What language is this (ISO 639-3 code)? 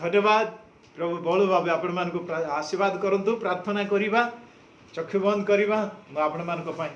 ori